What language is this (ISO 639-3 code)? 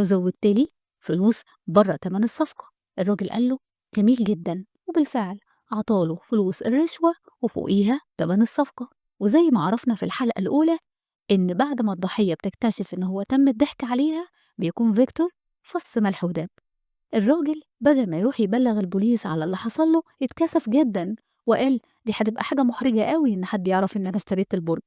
arz